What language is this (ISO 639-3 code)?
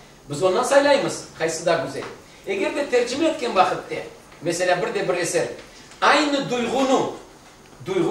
crh